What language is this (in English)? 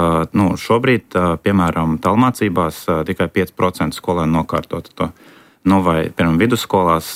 Latvian